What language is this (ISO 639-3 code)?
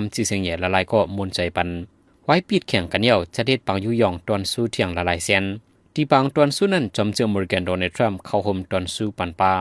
shn